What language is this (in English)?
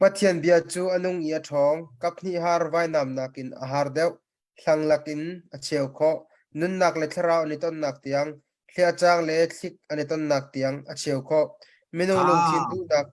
Hakha Chin